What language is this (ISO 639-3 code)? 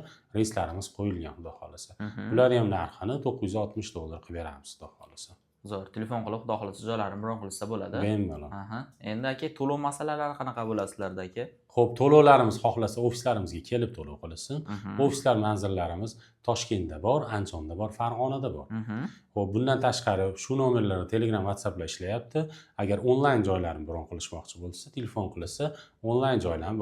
uzb